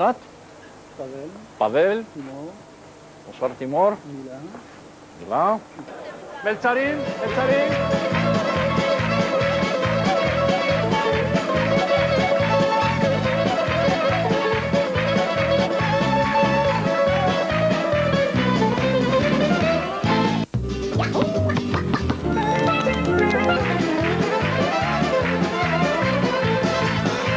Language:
Hebrew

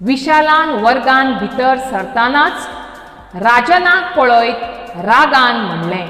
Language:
Konkani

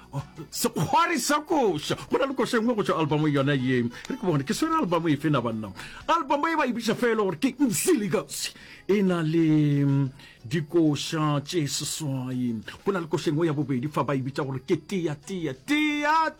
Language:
Northern Sotho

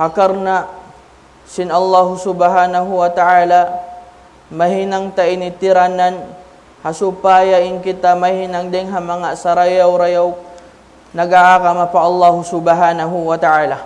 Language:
Tausug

